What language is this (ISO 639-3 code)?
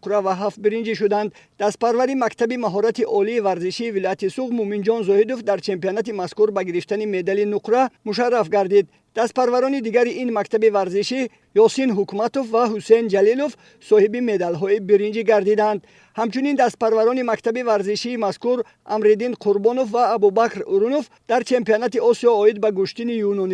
tgk